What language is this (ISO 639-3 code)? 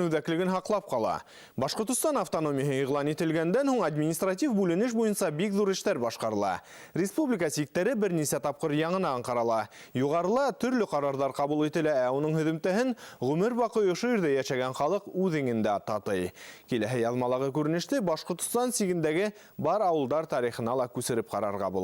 bak